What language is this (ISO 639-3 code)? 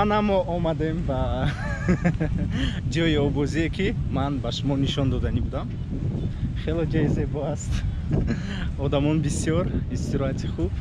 tgk